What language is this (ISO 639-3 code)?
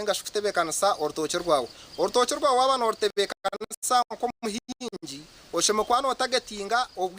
nyn